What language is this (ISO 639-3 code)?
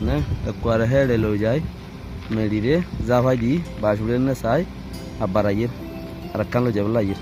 rhg